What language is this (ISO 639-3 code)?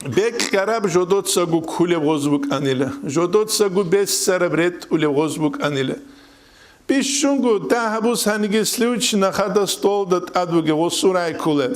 ava